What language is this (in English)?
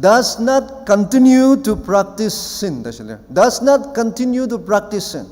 Ao Naga